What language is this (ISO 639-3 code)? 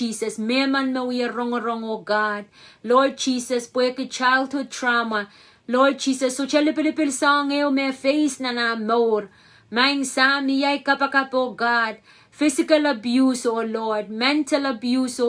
pon